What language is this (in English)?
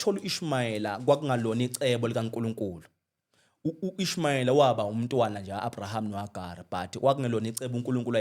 Zulu